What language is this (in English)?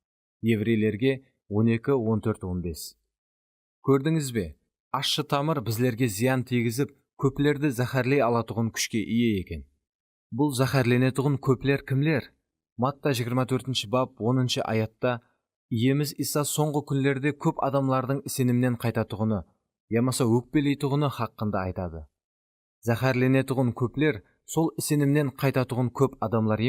Kara-Kalpak